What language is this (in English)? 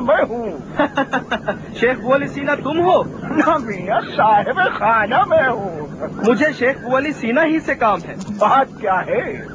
Urdu